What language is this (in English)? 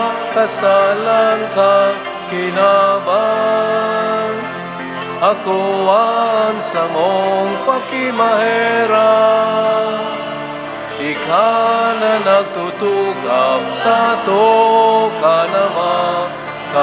Bikol